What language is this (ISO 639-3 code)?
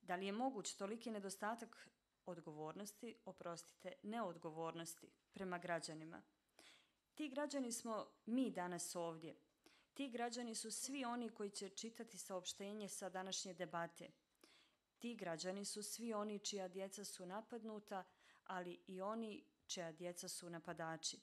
bos